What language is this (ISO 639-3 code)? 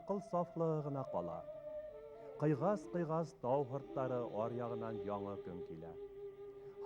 bak